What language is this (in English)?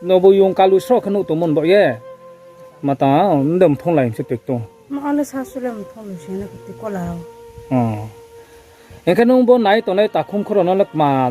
Riang (India)